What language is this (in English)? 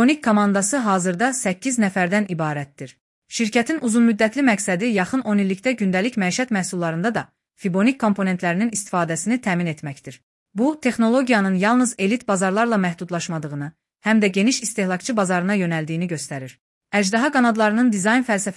Azerbaijani